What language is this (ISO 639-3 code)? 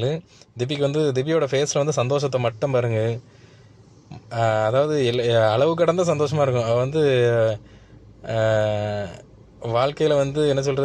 tam